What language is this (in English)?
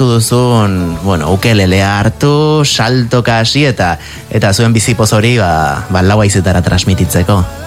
Basque